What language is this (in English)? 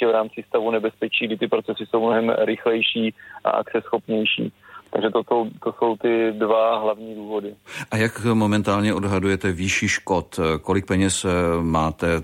Czech